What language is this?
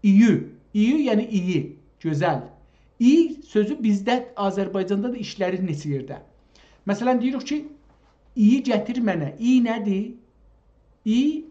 South Azerbaijani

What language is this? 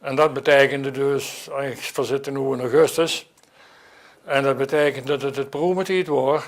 Limburgish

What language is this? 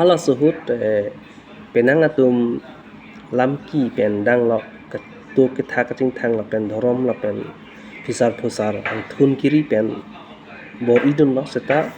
Karbi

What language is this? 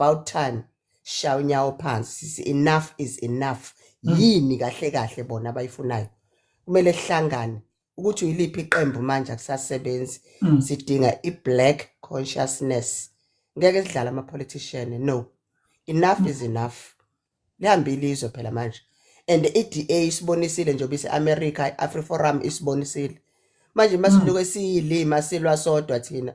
Zulu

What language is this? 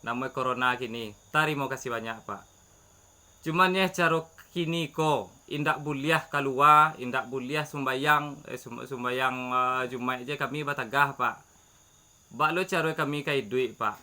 Minangkabau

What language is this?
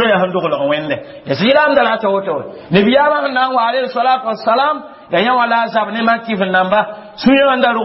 Mossi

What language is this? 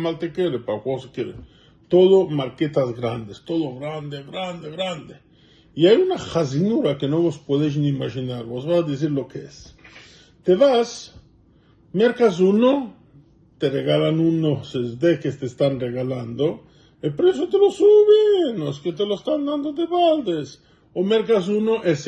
Ladino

